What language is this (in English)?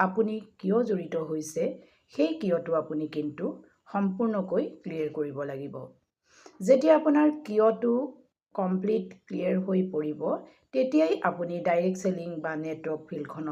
Assamese